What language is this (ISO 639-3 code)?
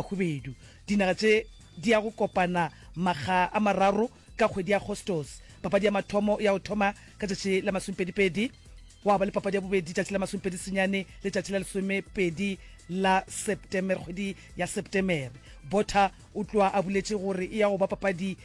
nso